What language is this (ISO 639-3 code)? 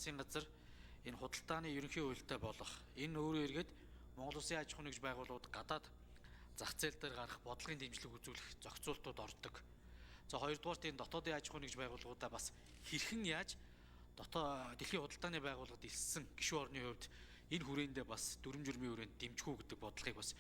mon